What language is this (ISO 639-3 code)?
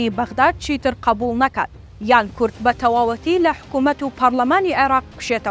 ckb